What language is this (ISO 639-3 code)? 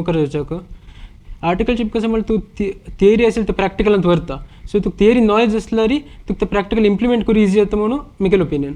kok